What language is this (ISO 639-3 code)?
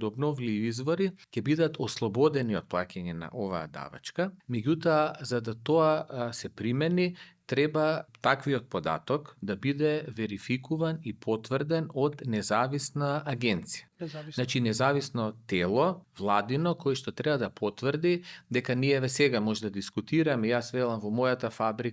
mkd